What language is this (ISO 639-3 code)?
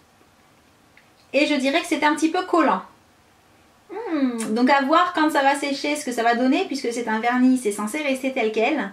fra